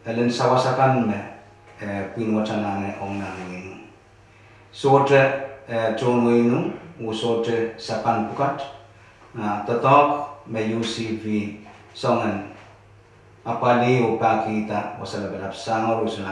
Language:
Pohnpeian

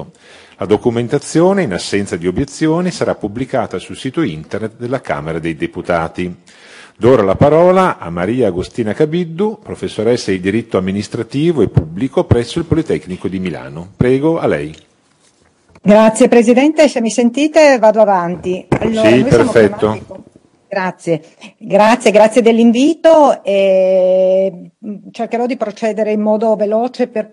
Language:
Italian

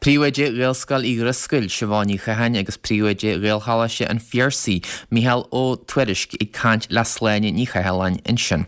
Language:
Irish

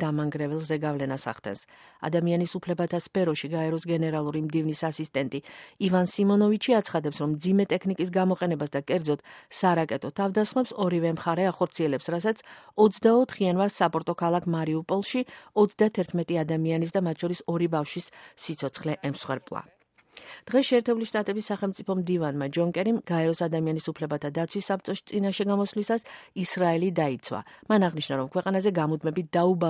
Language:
Georgian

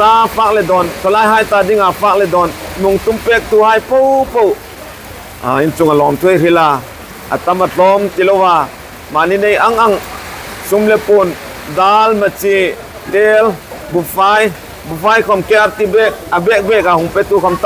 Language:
Hmar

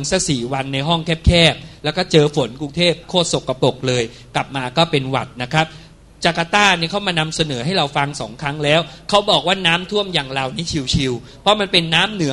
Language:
Thai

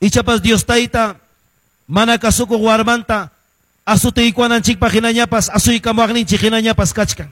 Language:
Quechua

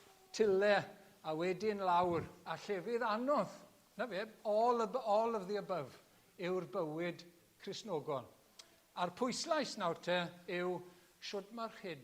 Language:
Welsh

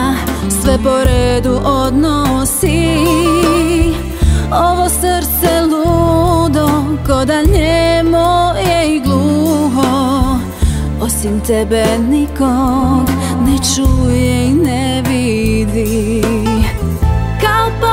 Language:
Croatian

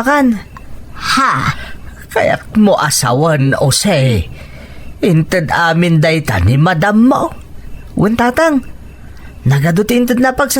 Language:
Iloko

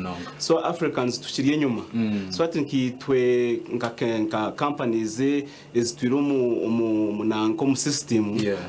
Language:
Nyankole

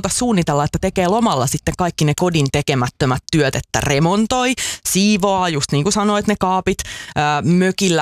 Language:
Finnish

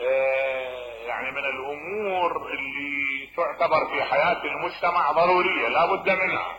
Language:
Mesopotamian Arabic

